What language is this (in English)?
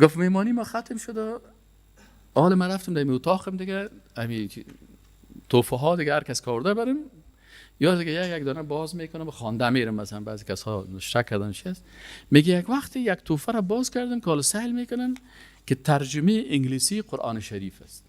Persian